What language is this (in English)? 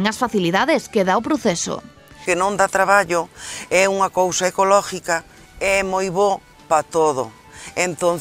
Galician